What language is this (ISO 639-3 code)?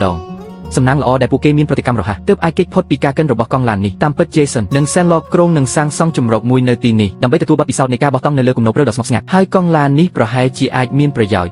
khm